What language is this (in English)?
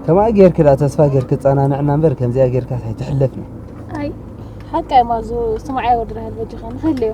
Tigrinya